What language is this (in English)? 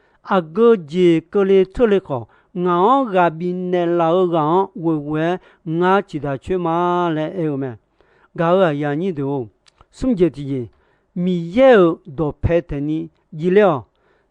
Akha